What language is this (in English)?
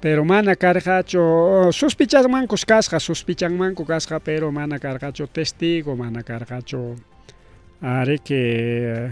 Ayacucho Quechua